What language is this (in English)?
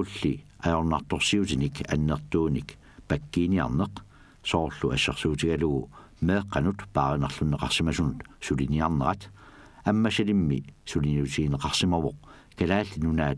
Kalaallisut